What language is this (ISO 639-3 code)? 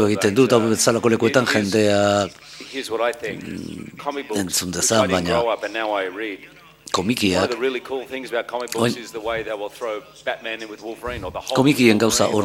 eus